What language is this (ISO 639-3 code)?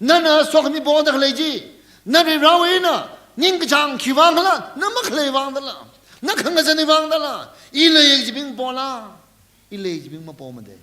nmf